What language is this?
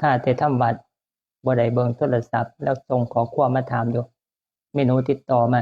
Northeastern Thai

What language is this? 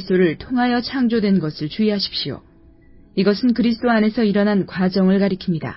Korean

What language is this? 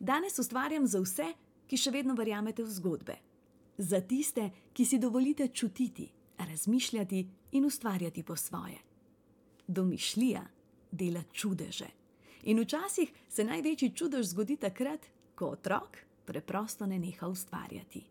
Slovenian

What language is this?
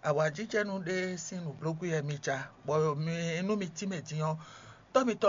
Fon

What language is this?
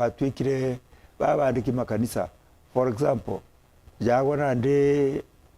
Meru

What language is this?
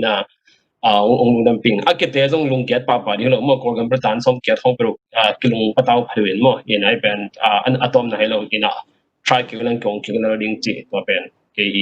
Tedim Chin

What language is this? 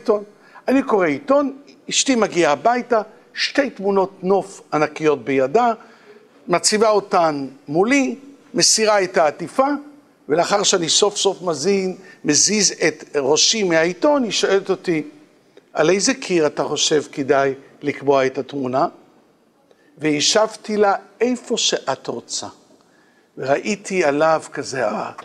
Hebrew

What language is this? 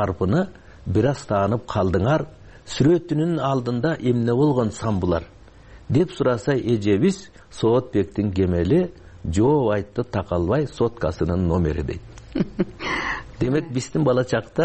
Kyrgyz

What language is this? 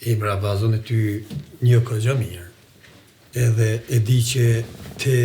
Albanian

